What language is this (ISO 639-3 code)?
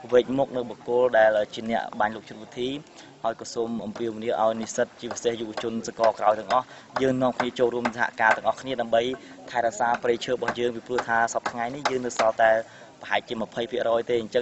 khm